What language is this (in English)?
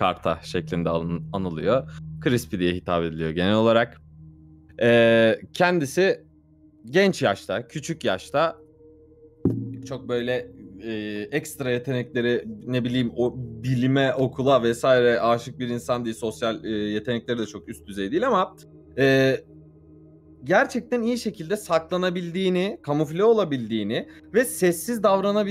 Turkish